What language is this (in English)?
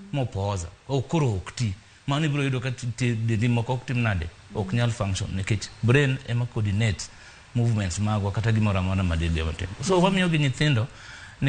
Luo (Kenya and Tanzania)